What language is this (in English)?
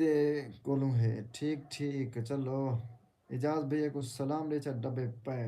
Saraiki